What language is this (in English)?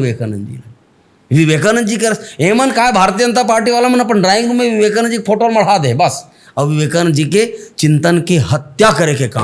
Chhattisgarhi